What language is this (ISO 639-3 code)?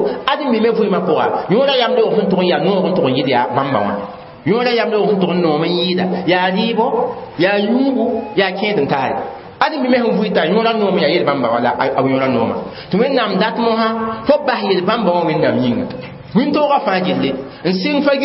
mos